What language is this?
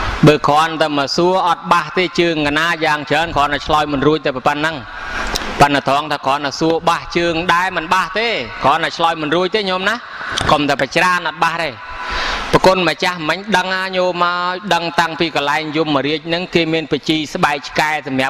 Khmer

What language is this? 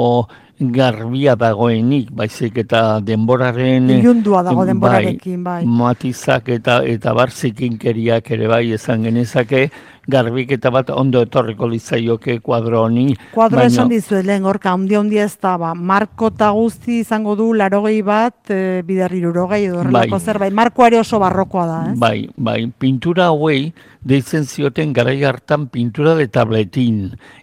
Basque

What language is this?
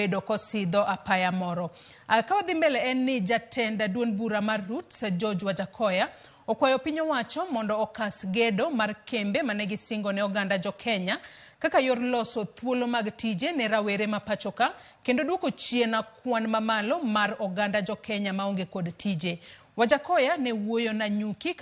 Luo (Kenya and Tanzania)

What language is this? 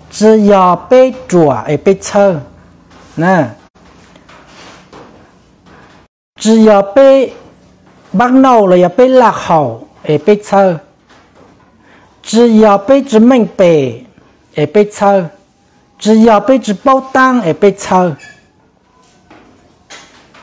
Vietnamese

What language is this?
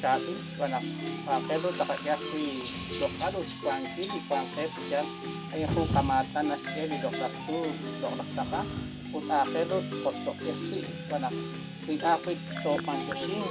Kekchí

